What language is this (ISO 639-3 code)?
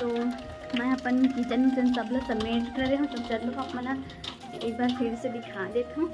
hne